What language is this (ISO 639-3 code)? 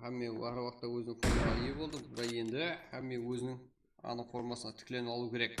kaa